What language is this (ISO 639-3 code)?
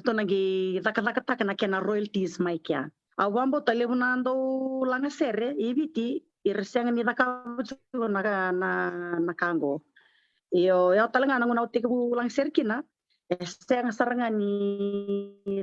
fij